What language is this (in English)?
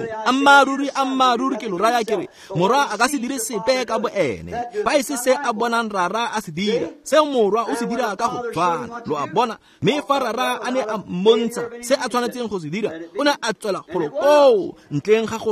Tswana